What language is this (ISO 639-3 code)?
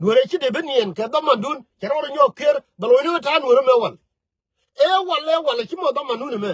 nus